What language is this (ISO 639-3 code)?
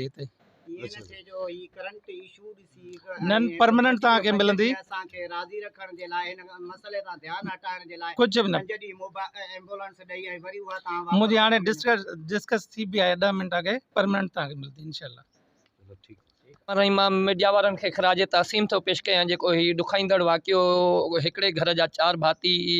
snd